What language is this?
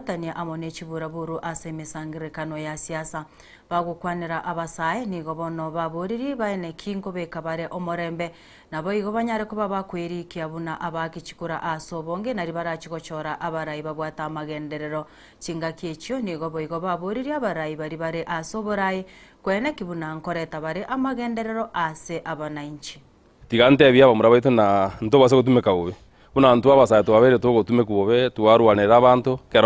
Gusii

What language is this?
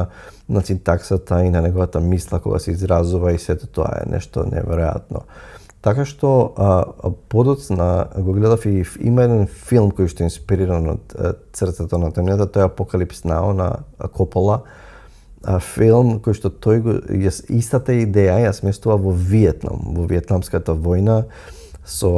Macedonian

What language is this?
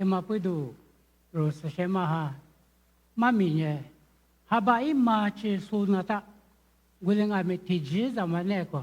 Lisu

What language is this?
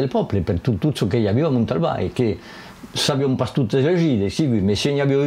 Occitan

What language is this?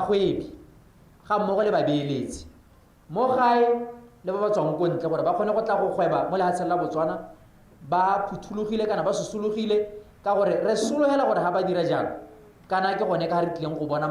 Tswana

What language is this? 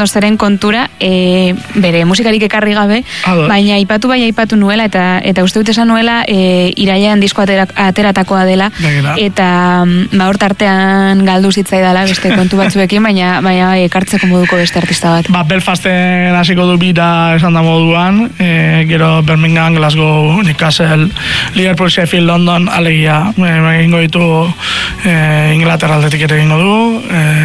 Basque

